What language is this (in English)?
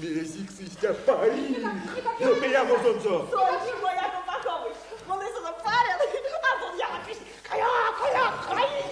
Erzya